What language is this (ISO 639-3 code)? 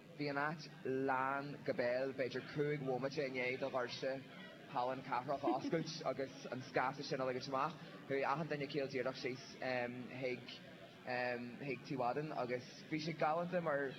gle